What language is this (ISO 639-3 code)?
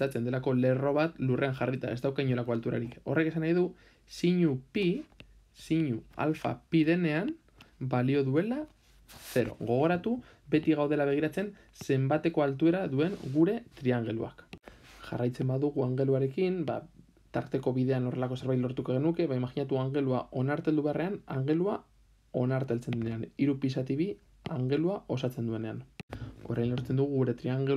eus